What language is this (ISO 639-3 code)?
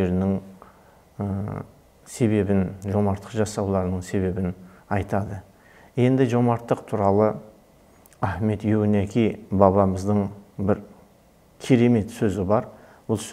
kaz